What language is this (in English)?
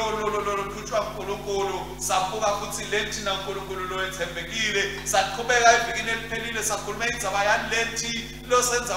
Swati